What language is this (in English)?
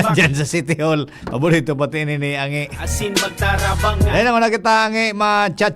Bikol